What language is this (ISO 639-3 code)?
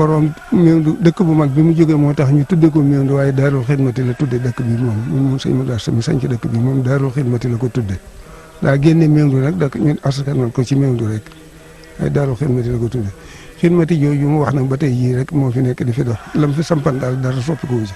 wol